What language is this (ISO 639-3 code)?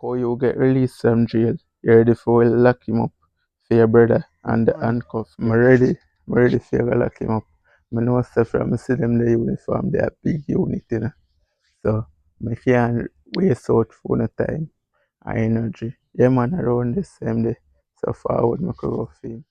jam